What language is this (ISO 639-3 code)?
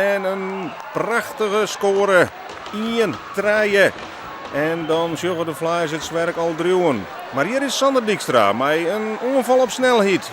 fry